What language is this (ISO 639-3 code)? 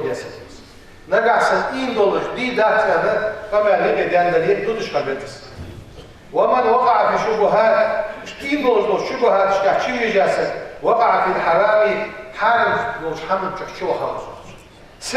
inh